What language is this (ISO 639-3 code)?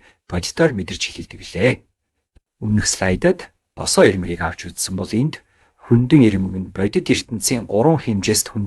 mon